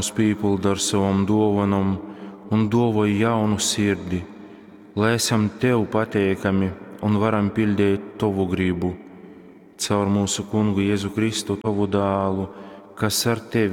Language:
Latgalian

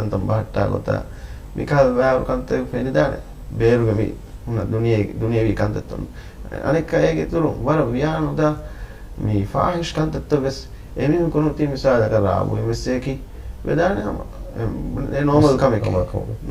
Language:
Divehi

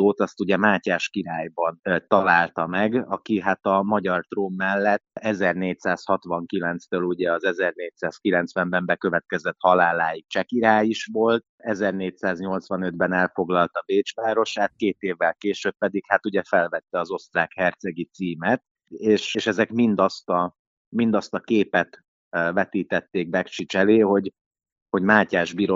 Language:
Hungarian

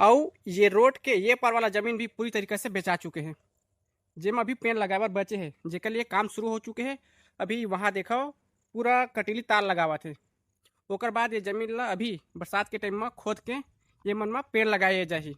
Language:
Chhattisgarhi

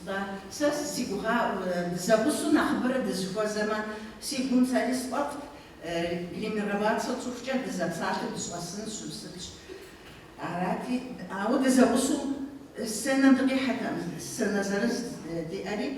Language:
Kabardian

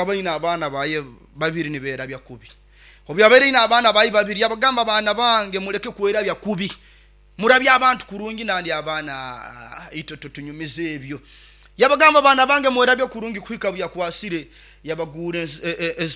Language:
Nyoro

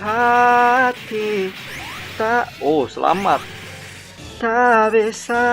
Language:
Banjar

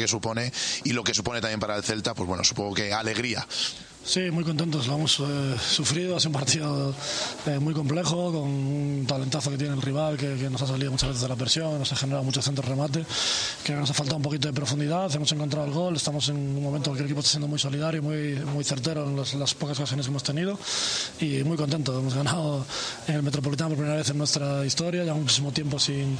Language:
Spanish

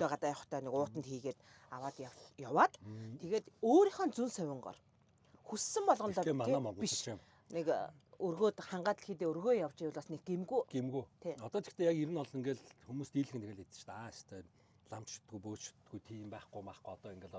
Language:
Mongolian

